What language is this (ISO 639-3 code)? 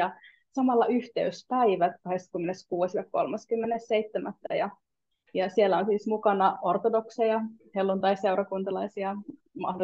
fin